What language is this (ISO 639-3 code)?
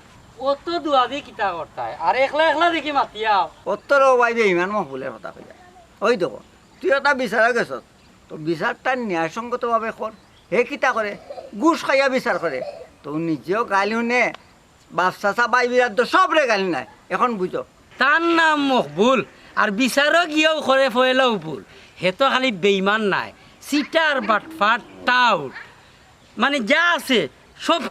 syl